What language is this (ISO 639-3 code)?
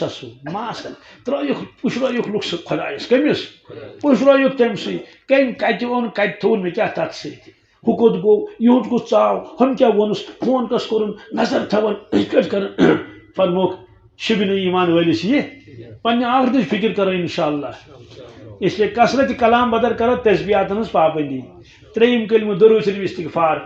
kas